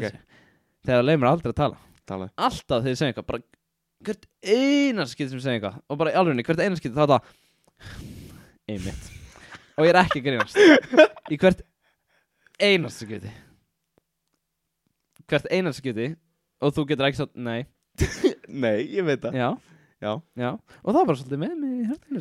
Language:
Icelandic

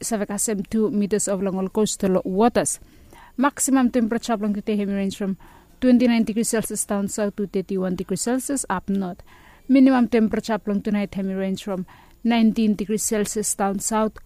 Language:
Bislama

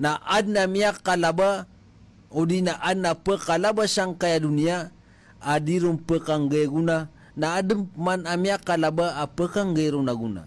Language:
Maranao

